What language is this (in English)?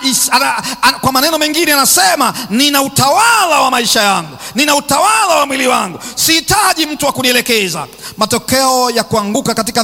Swahili